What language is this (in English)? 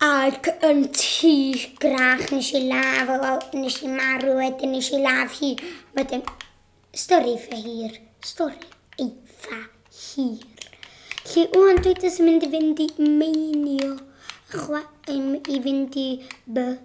Welsh